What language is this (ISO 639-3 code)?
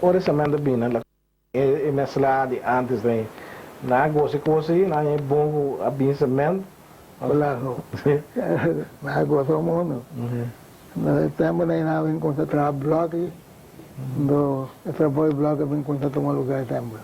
pap